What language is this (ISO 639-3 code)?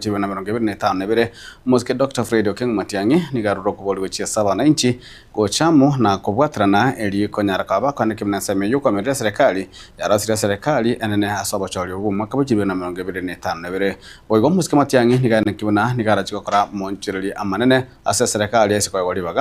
guz